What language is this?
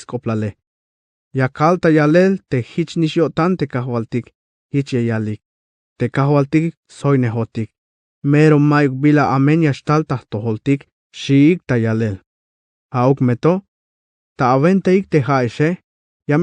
Tzeltal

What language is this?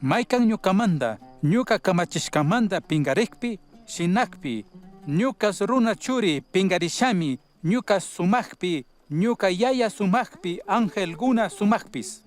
Chimborazo Highland Quichua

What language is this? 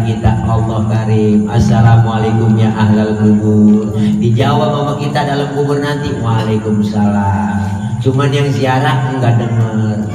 Betawi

